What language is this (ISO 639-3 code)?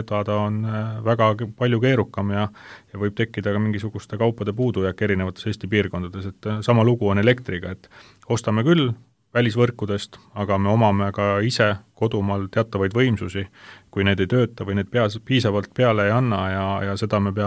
est